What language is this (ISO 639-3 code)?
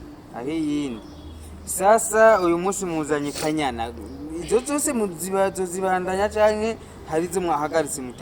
run